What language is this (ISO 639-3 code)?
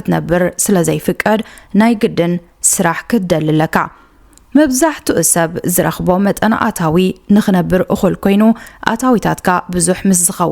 tir